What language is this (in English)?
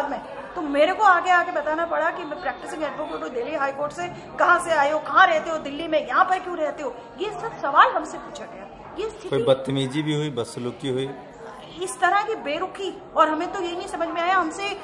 Hindi